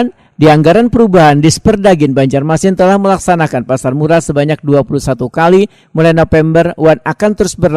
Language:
Banjar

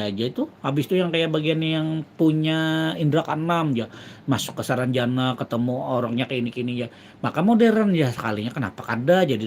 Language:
Banjar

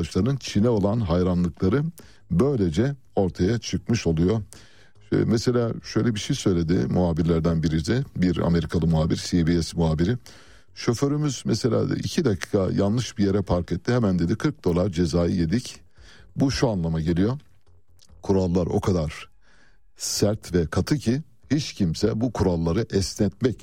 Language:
Turkish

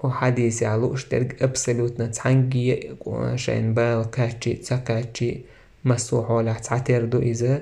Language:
Chechen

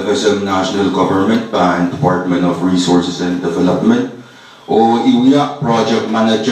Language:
Pohnpeian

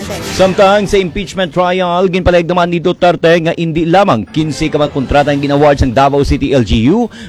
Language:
Hiligaynon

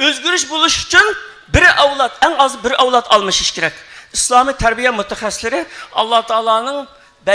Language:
Uyghur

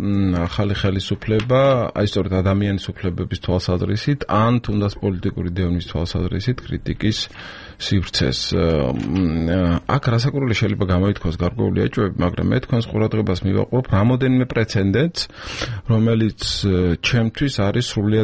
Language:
Georgian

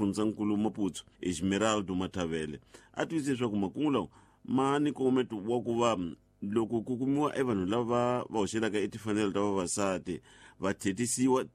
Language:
Tsonga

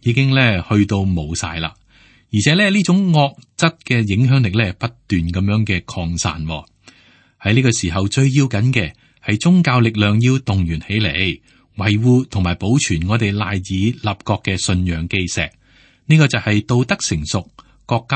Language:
Cantonese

